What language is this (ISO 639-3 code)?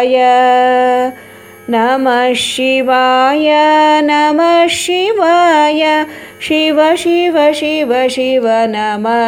tel